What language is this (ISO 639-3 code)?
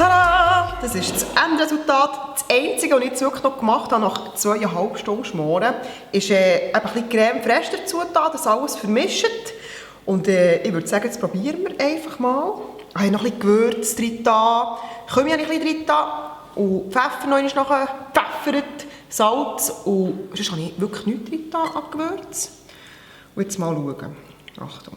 gsw